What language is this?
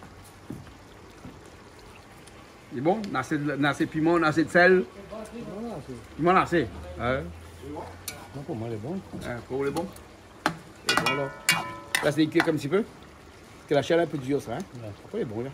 Réunion Creole French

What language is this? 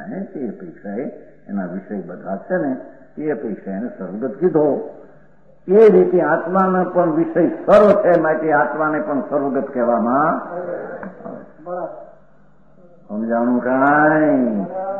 Gujarati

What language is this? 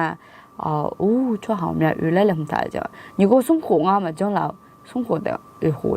Akha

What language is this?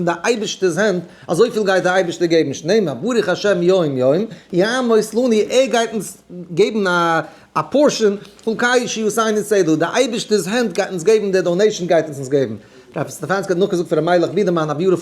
Yiddish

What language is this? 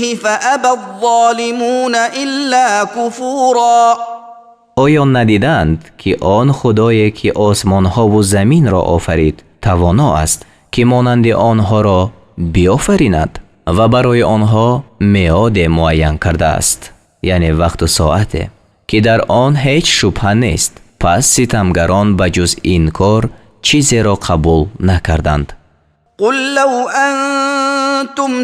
Tajik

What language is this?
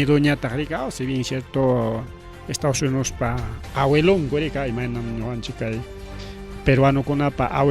Ayacucho Quechua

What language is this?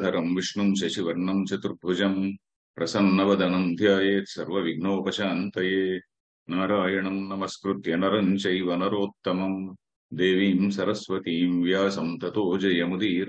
Sanskrit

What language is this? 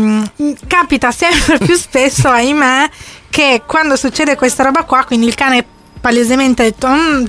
Italian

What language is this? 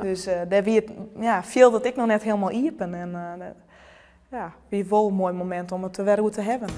Western Frisian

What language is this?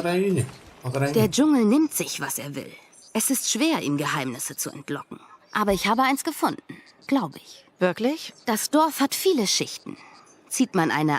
Swiss German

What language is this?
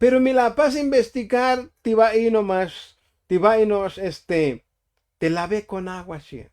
Tzotzil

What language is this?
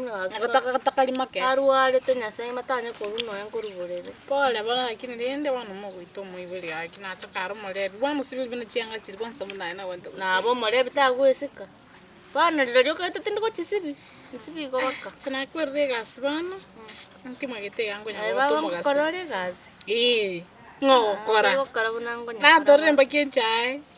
Gusii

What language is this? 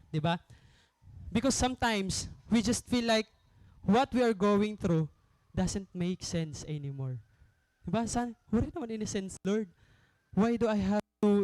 Waray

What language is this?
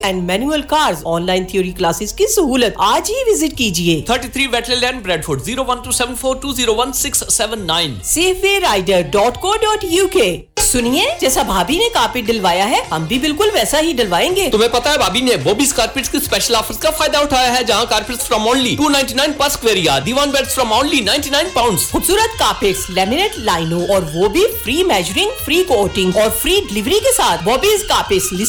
Urdu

